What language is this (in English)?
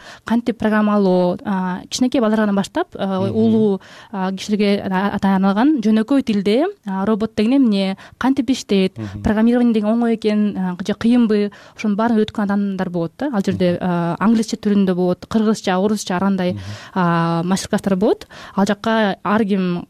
Kyrgyz